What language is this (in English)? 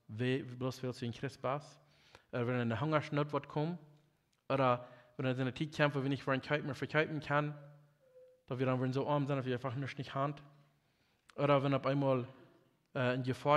Plautdietsch